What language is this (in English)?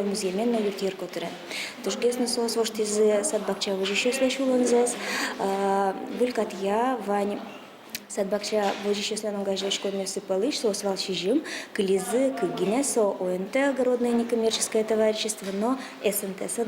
Udmurt